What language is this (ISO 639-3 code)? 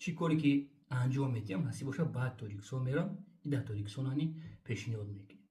tgk